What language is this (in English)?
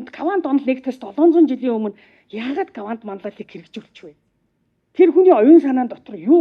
Mongolian